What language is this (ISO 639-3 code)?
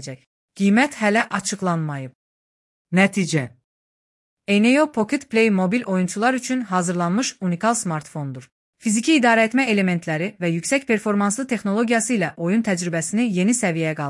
aze